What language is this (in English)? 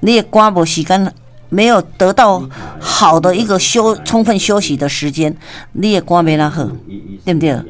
Min Nan Chinese